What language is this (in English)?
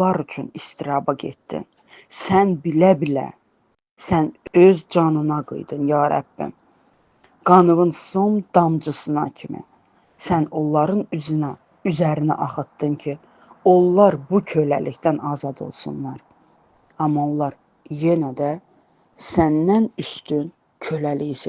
Azerbaijani